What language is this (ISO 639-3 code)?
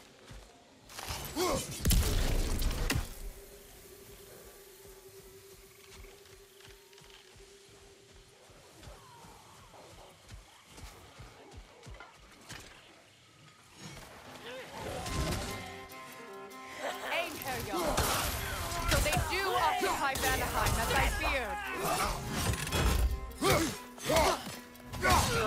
eng